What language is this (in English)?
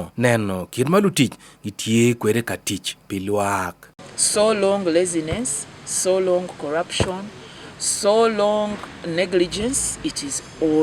Acoli